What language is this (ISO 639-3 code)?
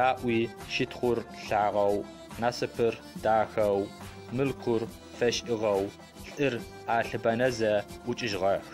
ady